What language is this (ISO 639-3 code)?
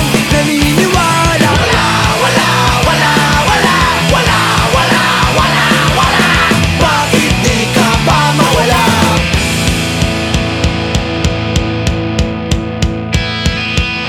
fil